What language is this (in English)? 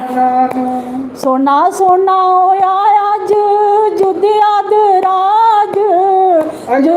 Dogri